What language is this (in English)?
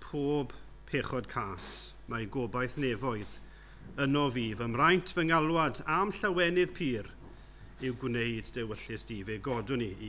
Welsh